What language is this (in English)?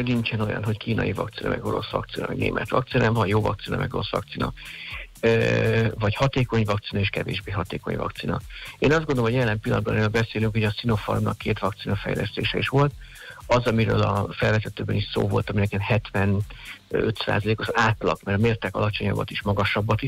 Hungarian